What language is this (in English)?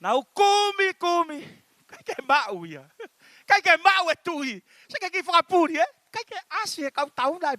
Tongan